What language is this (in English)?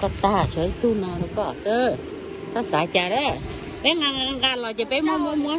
Hmong